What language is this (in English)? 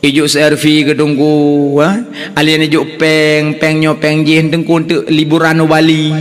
Achinese